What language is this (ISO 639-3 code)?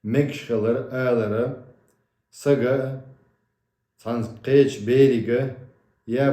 che